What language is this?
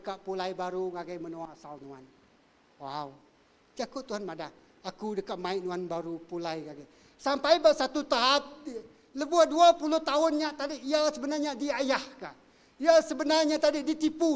Iban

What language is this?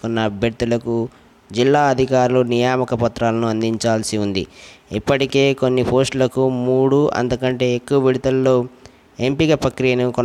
Telugu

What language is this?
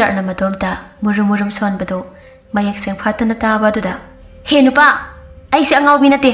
Manipuri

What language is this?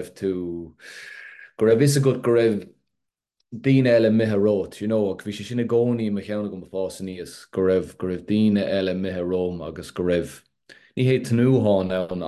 Irish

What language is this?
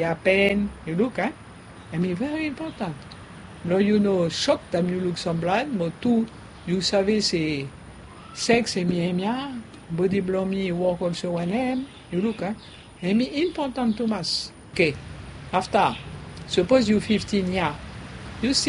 Bislama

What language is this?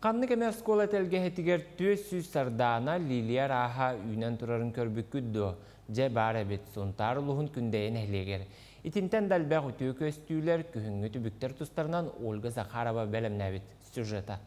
Yakut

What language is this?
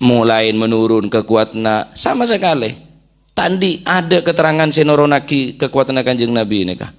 Madurese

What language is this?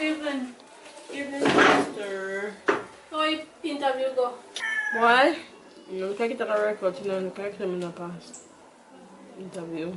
Jamaican Creole English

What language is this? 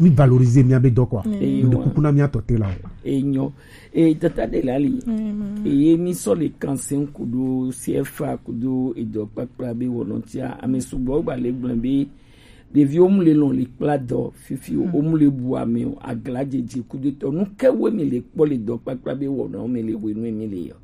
Gen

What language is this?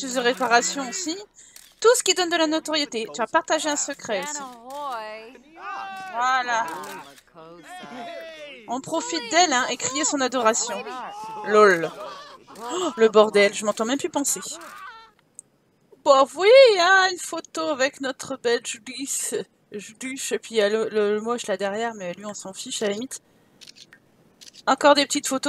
French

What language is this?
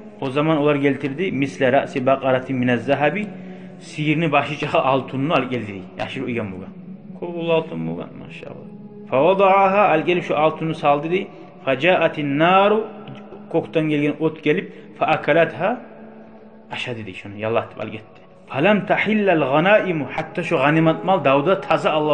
Kumyk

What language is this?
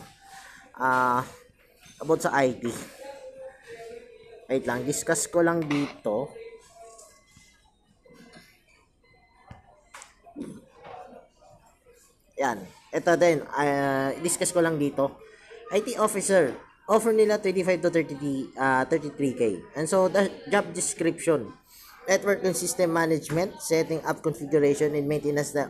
Filipino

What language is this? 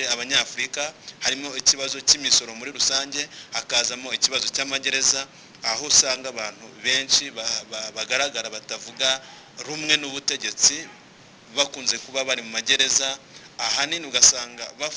Kinyarwanda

